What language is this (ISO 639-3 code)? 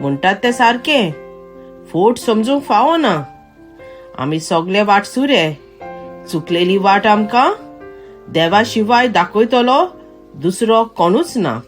kok